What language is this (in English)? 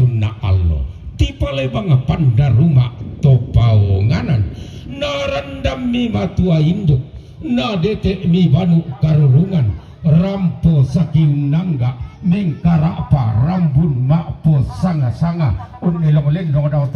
Toraja-Sa'dan